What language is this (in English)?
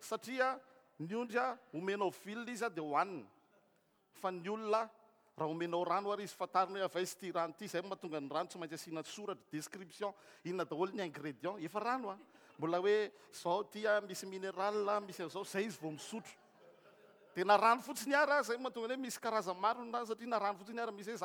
Malagasy